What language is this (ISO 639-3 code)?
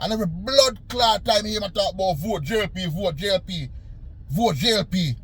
jam